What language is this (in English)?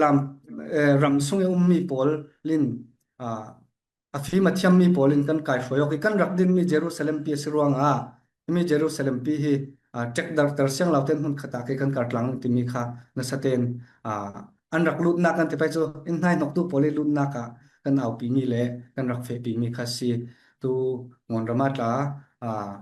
Falam Chin